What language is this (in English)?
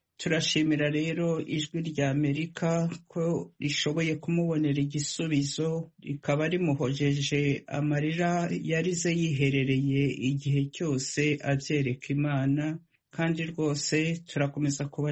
Kinyarwanda